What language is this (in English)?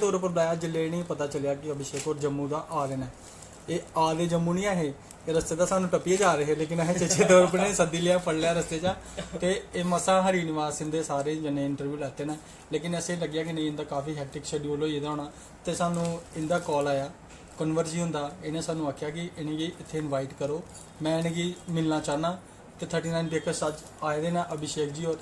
Dogri